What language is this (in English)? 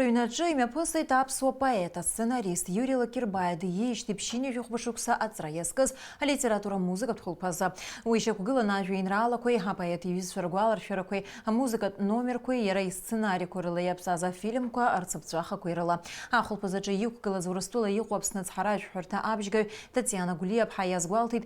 Abkhazian